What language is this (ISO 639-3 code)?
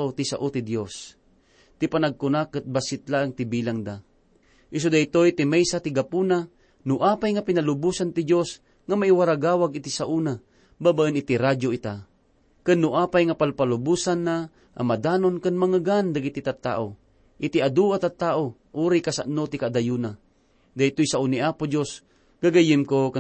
ilo